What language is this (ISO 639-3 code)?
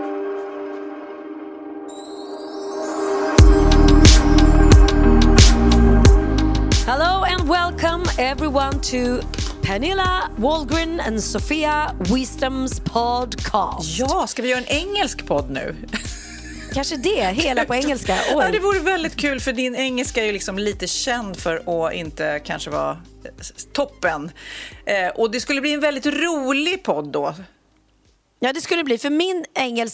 swe